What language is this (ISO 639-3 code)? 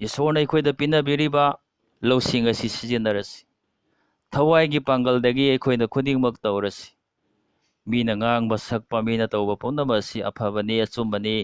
mni